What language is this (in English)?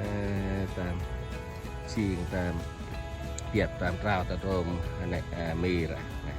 Central Mnong